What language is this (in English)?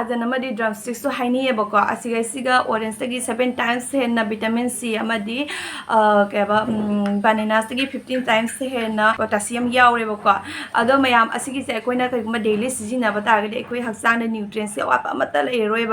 Manipuri